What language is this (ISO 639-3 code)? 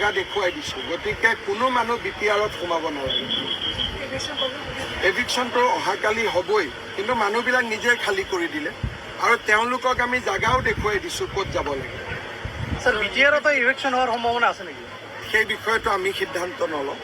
asm